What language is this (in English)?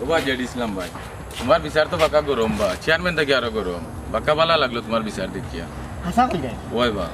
Sylheti